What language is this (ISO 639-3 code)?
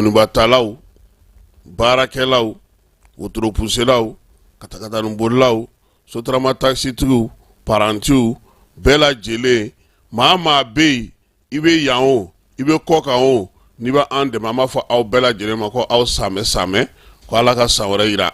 bam